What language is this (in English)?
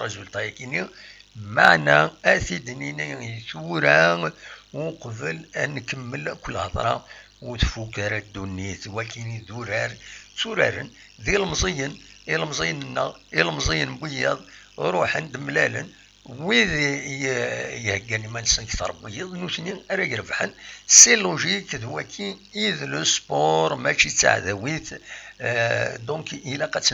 Kabyle